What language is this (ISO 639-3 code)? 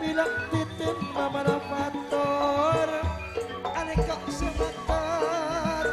mad